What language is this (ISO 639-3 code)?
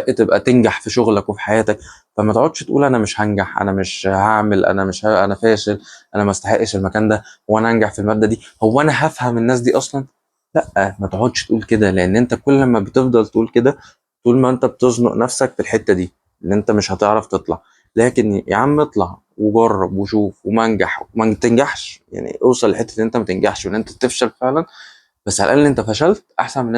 arz